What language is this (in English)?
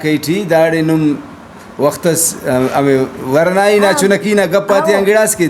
Brahui